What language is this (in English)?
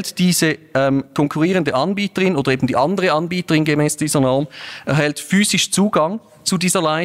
German